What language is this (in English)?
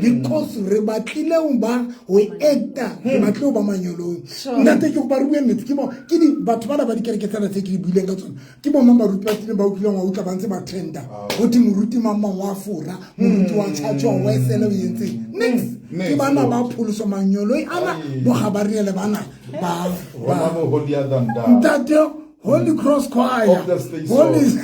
Southern Sotho